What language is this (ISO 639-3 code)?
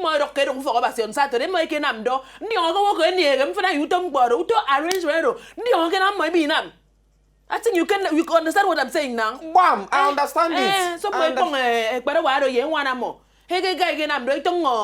pcm